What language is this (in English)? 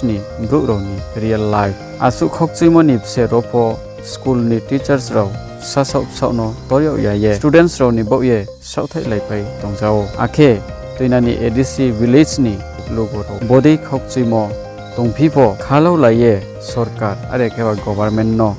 Riang (India)